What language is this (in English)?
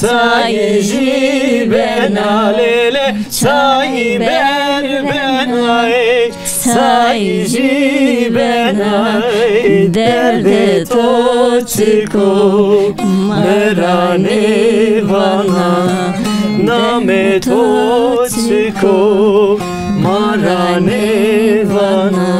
Zaza